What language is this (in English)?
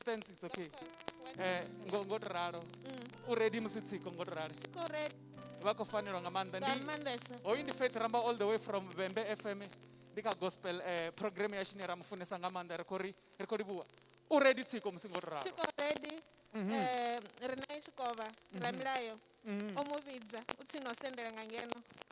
Venda